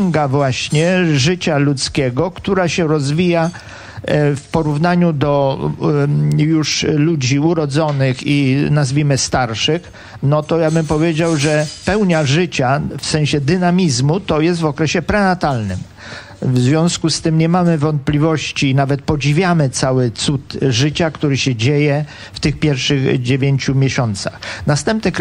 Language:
Polish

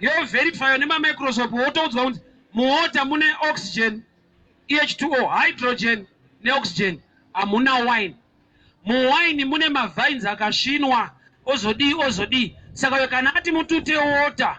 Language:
Shona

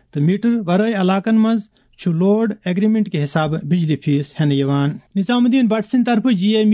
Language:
Kashmiri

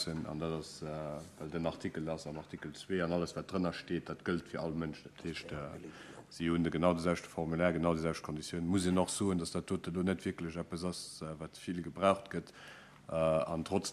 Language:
Luxembourgish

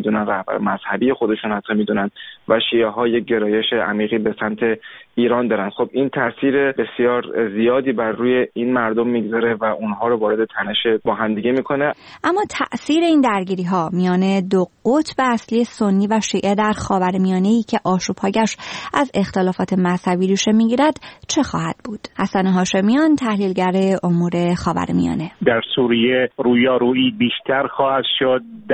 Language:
Persian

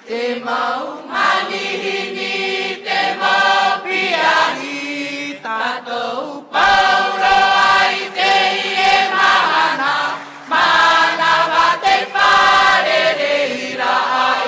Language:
Tahitian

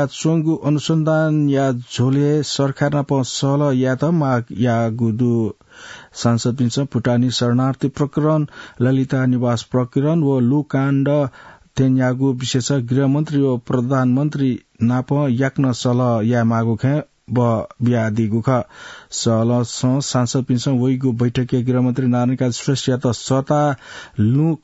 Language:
Newari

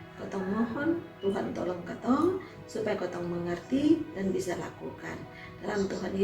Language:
Kupang Malay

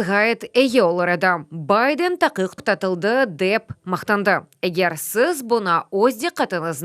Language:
Crimean Tatar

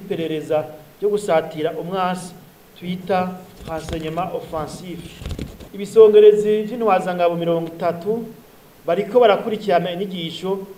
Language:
Rundi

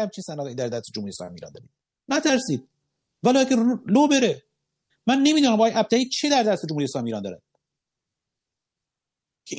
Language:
Persian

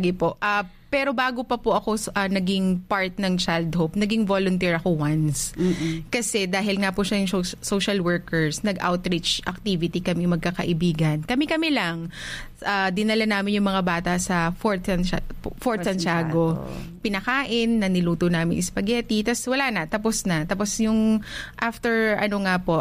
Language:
Filipino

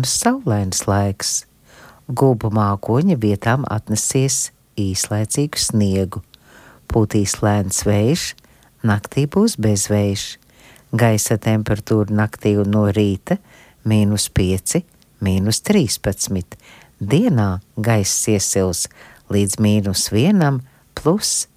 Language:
Latvian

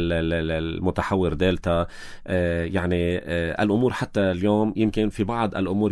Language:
North Levantine Arabic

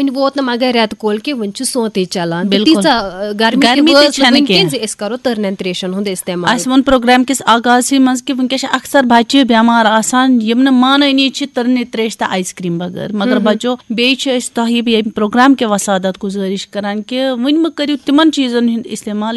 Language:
Kashmiri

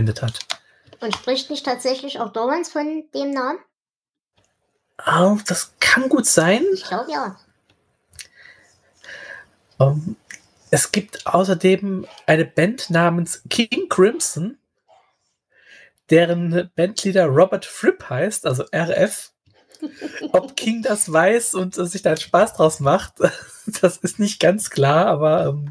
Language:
German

